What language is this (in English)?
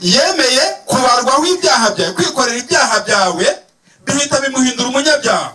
Kinyarwanda